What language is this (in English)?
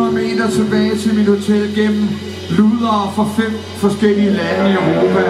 Danish